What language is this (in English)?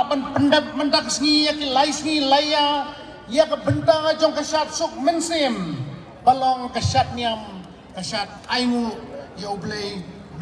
Khasi